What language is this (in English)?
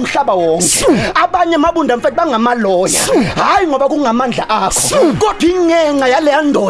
Zulu